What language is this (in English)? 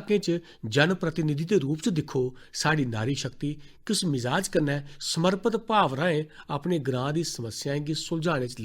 Dogri